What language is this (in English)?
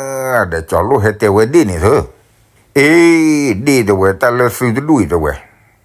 S'gaw Karen